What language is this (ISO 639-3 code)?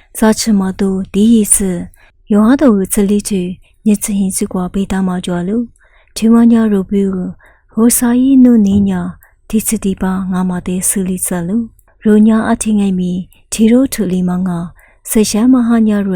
lis